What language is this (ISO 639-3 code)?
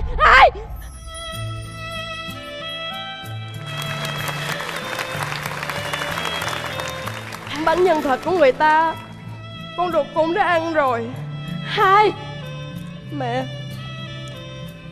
vie